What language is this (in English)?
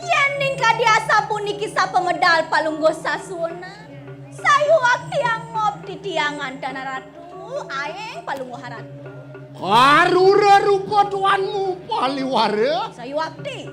Balinese